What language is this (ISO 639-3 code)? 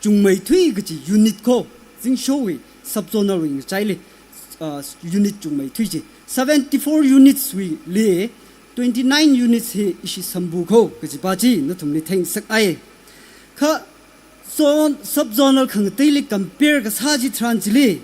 nmf